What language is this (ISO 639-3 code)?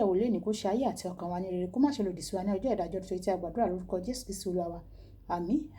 yor